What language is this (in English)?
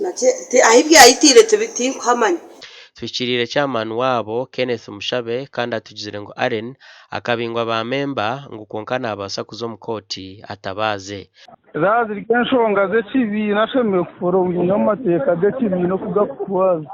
Nyankole